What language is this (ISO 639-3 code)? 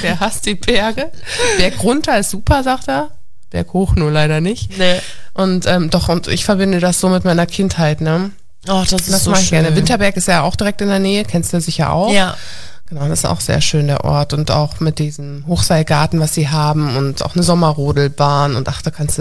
deu